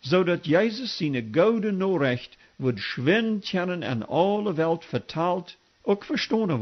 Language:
Plautdietsch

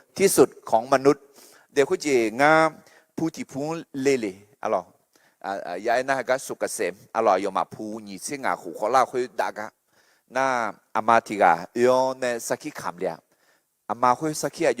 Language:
Akha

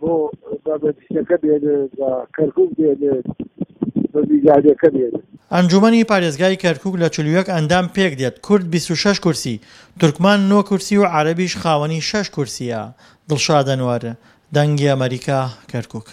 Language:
Central Kurdish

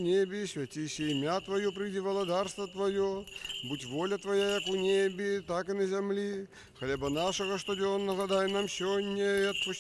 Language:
Belarusian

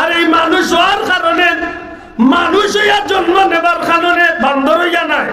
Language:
Sylheti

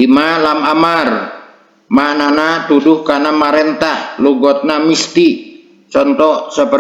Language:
Sundanese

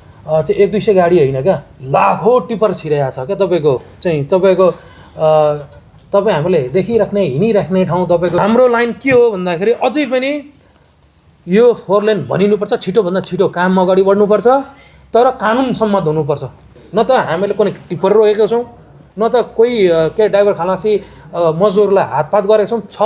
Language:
Nepali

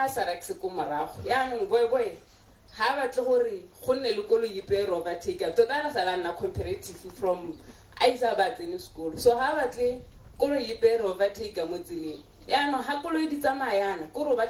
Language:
Tswana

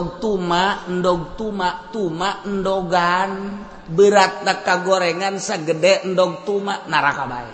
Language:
Sundanese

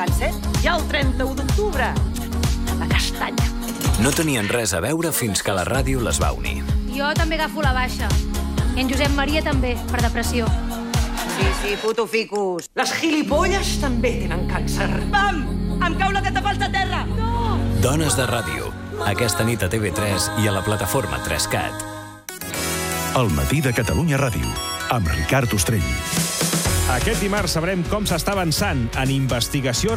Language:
Catalan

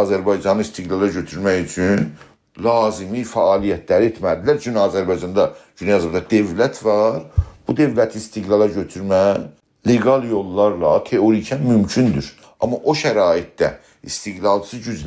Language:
South Azerbaijani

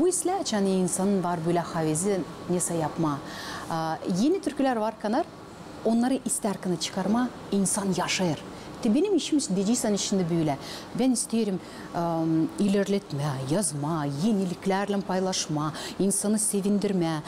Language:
Gagauz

